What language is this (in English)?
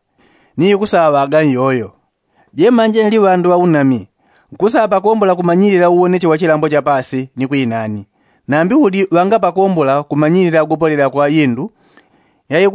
Yao